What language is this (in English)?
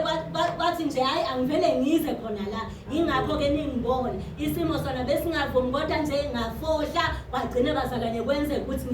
Zulu